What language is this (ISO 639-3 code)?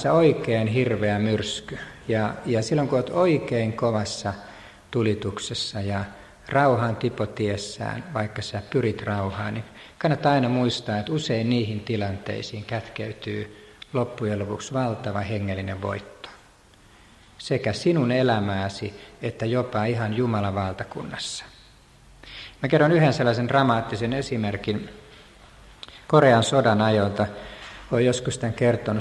fin